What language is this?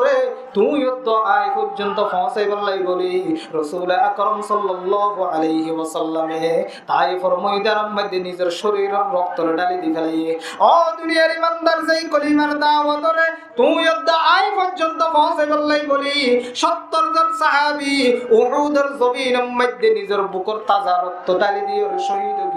Rohingya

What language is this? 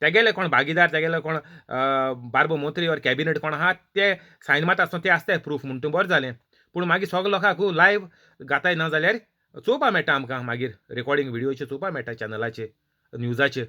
Konkani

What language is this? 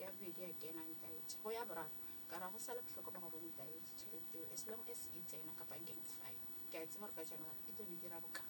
Northern Sotho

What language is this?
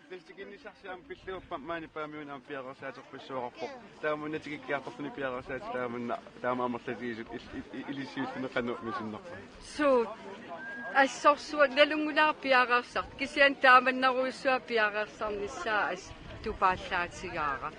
Kalaallisut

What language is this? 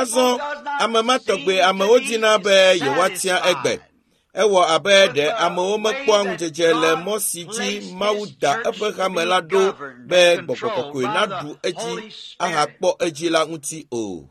Ewe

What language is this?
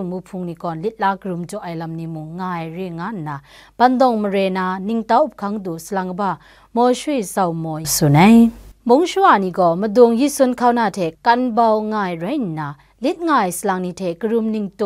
Kachin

